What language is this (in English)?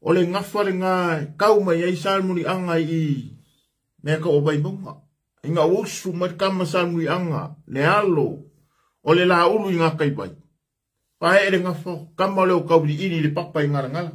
Samoan